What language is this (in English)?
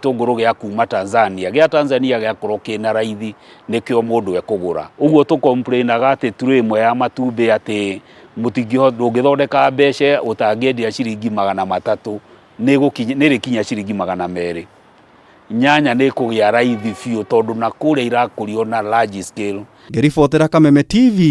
Kikuyu